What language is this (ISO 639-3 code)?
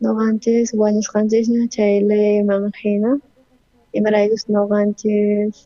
quh